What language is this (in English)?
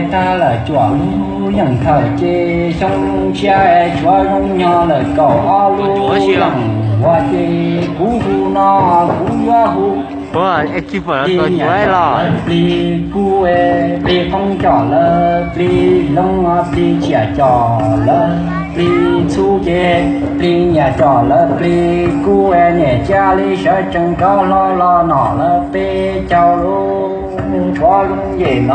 Hmong